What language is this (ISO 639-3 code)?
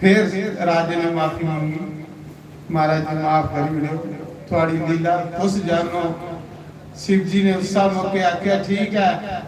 doi